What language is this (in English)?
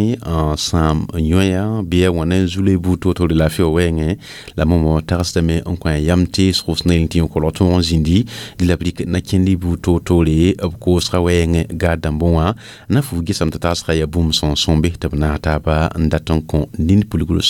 Mossi